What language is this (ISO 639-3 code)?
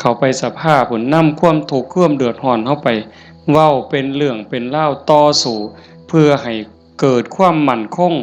tts